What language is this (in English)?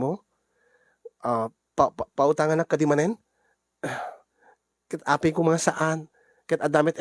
Iloko